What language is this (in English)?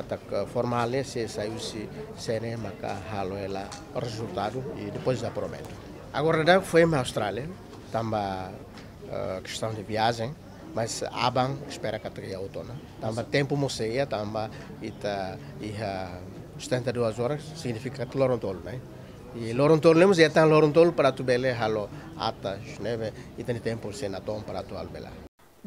Tetum